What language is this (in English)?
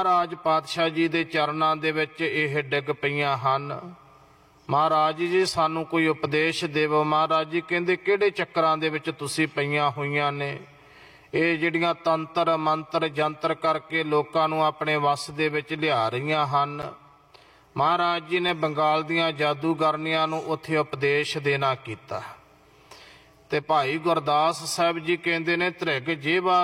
Punjabi